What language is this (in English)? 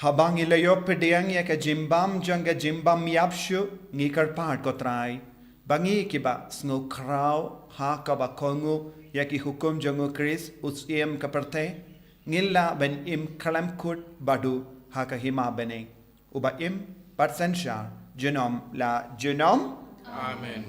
Khasi